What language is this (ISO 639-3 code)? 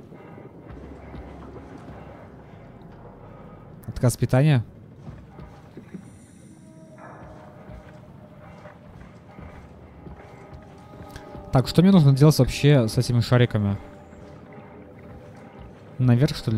rus